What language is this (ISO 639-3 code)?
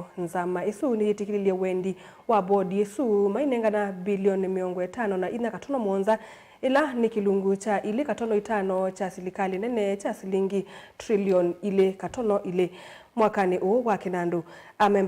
kam